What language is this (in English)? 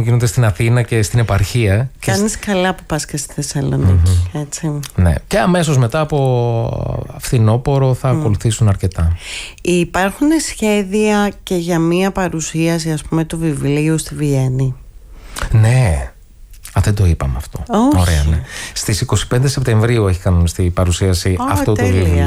Greek